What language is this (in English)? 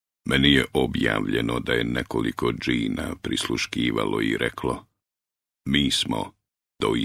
Bosnian